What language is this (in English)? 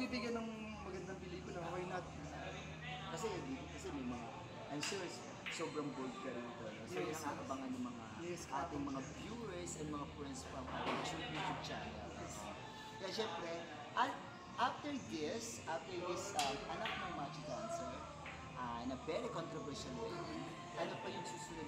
Filipino